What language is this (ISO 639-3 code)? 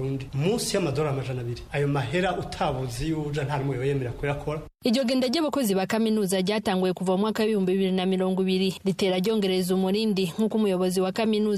kin